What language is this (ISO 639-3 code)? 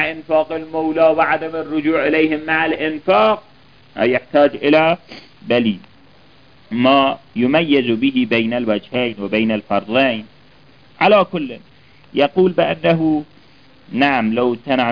ara